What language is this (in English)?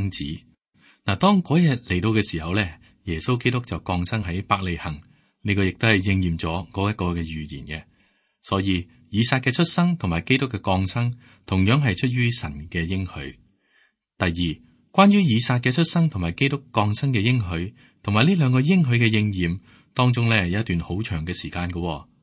Cantonese